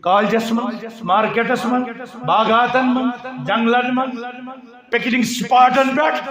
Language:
Kashmiri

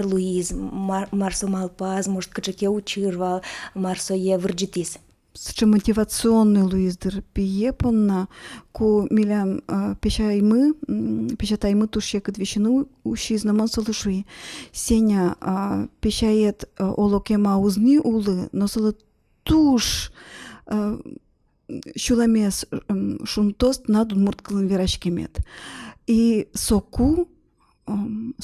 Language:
Udmurt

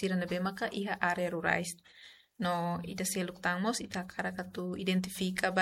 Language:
Tetum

